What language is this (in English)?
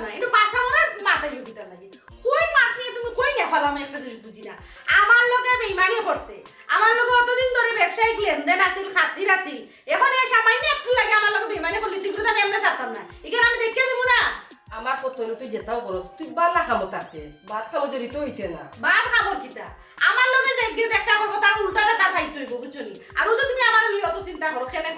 Sylheti